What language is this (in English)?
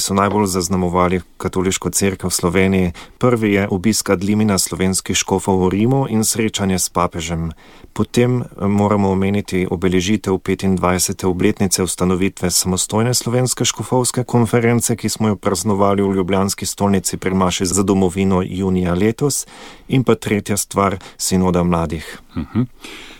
Slovenian